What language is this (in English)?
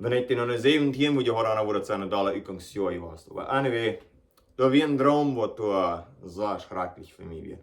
Plautdietsch